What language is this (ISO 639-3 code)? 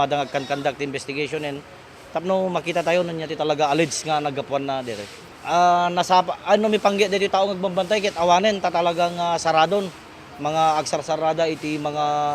ilo